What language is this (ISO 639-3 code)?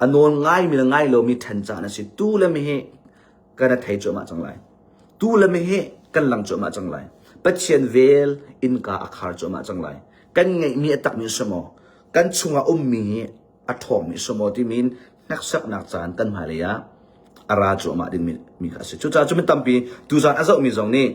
cnh